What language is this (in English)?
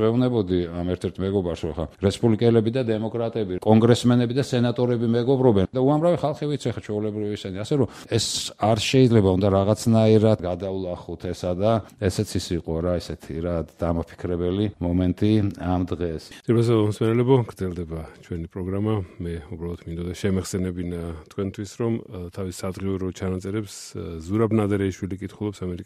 Georgian